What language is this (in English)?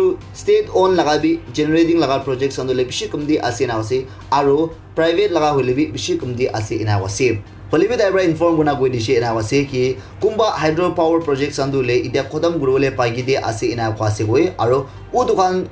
Naga Pidgin